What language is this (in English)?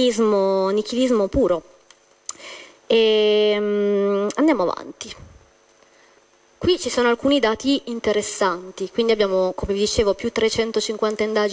Italian